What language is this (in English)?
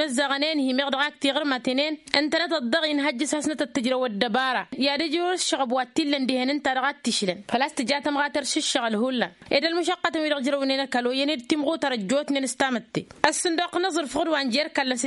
Tamasheq